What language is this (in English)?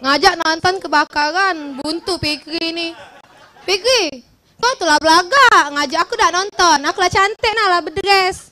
Musi